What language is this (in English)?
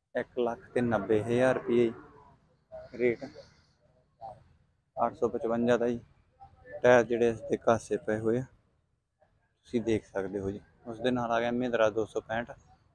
Punjabi